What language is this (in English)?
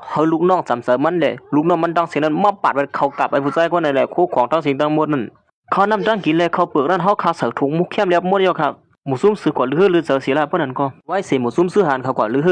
Shan